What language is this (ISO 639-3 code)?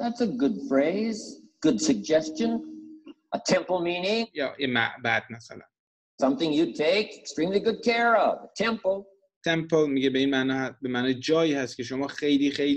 fas